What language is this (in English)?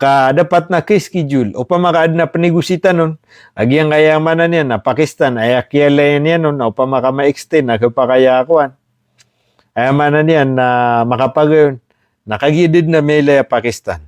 Maranao